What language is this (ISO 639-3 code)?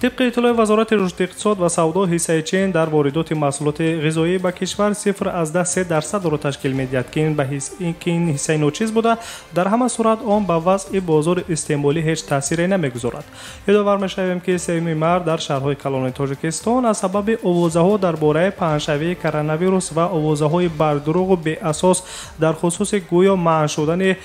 tgk